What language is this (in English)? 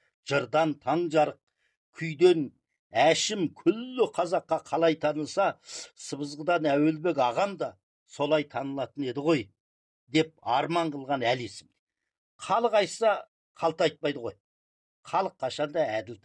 Kazakh